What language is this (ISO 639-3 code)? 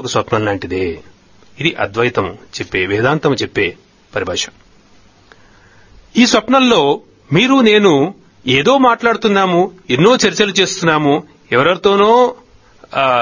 tel